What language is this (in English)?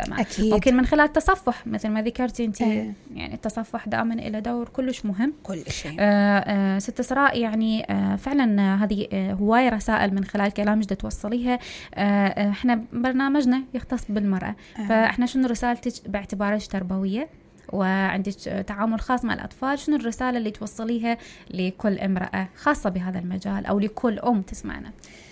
Mesopotamian Arabic